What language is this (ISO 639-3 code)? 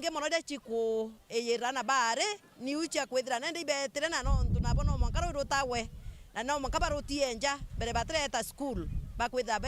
mer